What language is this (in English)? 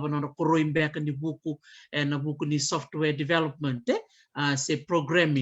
Fijian